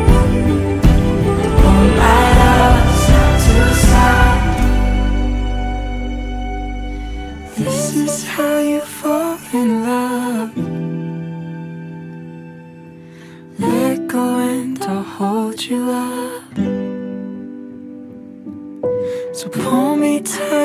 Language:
English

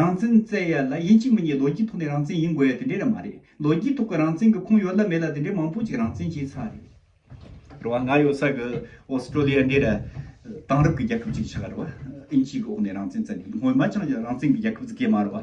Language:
Tibetan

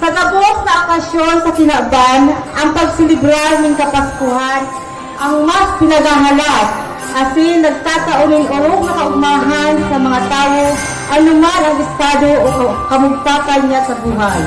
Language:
Bikol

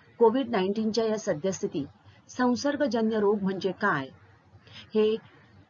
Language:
Marathi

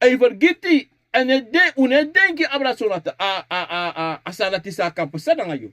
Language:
Sranan Tongo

